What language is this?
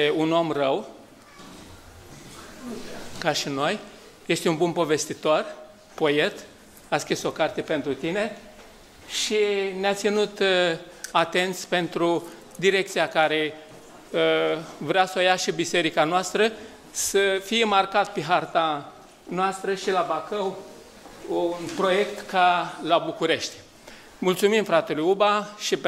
Romanian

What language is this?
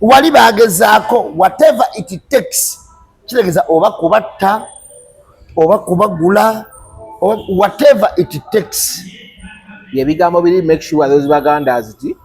Ganda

